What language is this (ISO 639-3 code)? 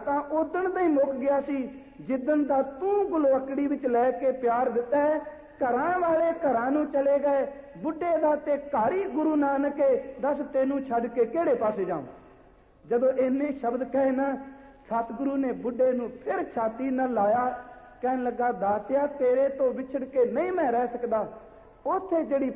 pan